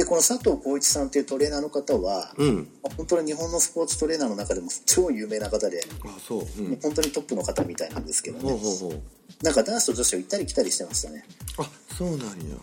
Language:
Japanese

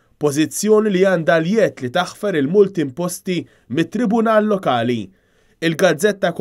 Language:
Maltese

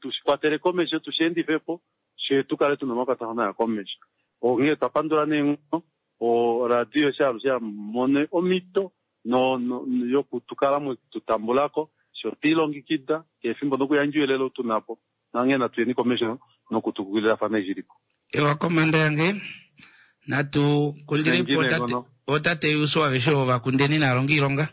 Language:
Kuanyama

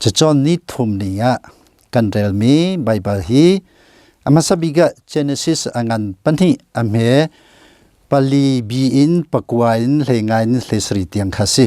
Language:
Hakha Chin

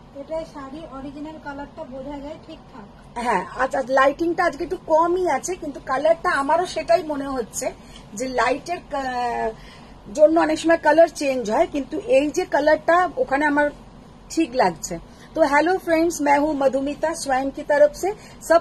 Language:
Bangla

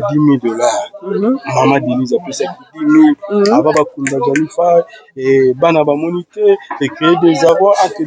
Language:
Lingala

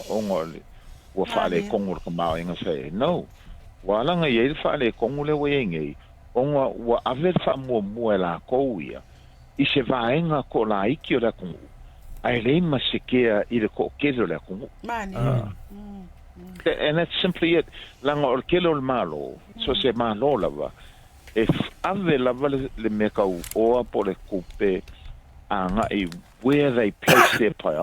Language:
Samoan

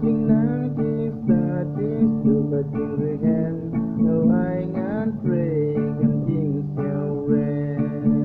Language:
Khasi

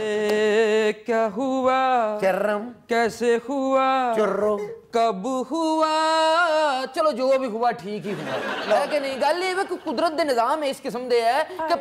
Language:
Punjabi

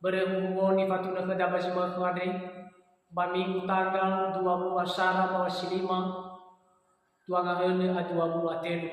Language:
Nias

